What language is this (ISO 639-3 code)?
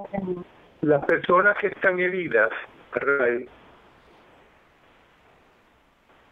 spa